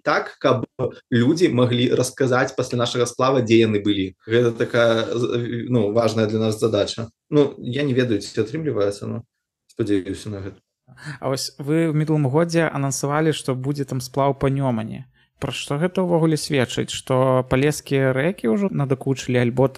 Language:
Belarusian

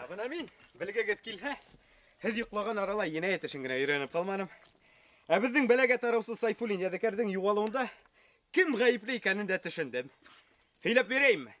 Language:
Bashkir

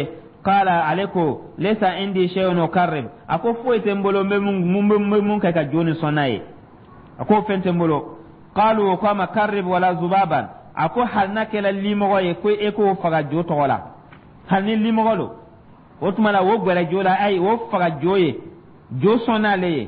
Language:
Dyula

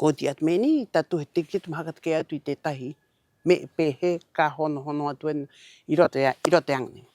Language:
Rapanui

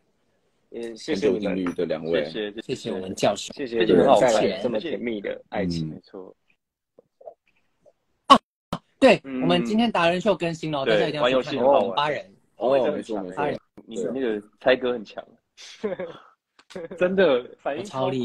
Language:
Chinese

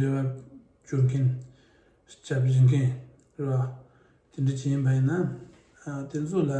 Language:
Tibetan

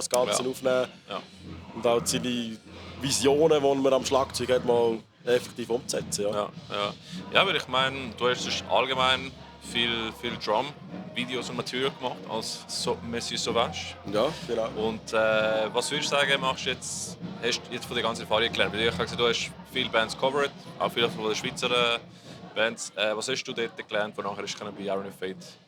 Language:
Swiss German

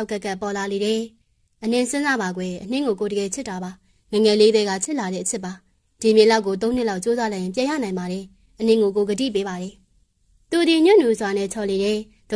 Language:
Burmese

